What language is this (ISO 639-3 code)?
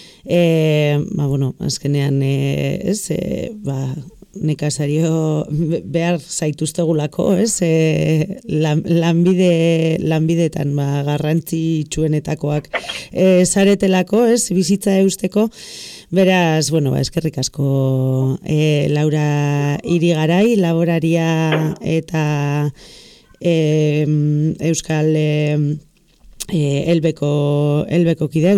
eus